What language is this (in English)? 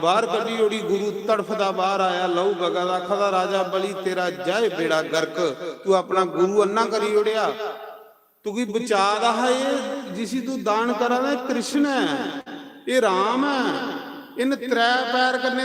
Dogri